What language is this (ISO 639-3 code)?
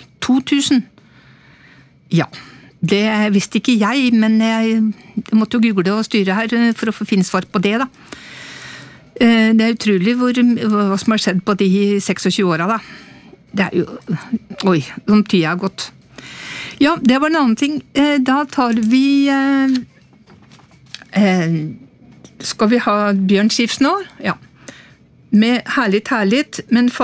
nor